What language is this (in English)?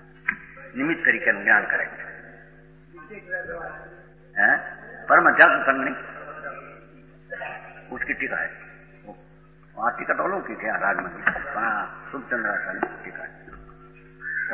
Gujarati